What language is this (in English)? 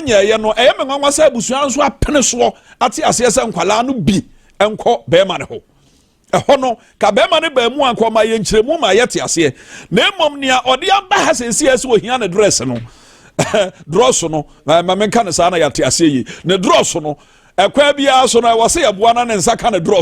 Akan